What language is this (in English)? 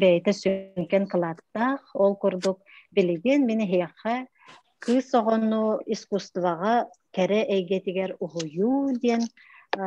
Yakut